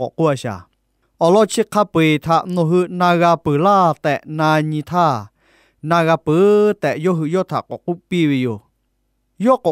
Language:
Lahu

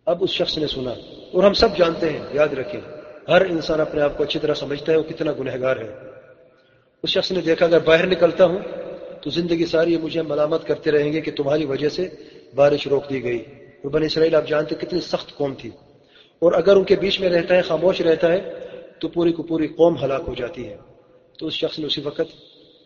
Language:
Urdu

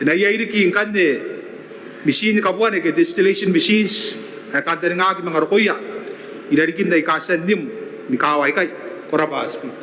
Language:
Gilbertese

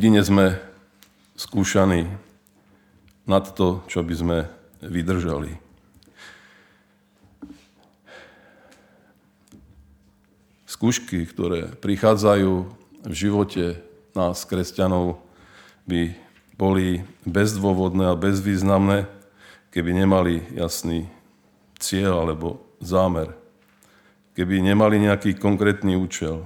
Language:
Slovak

